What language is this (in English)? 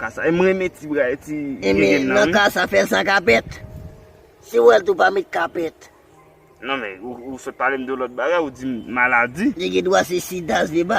Haitian Creole